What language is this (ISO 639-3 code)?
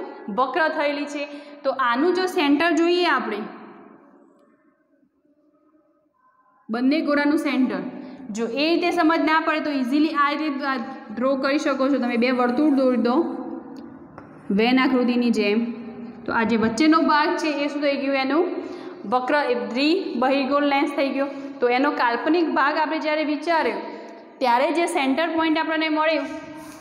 guj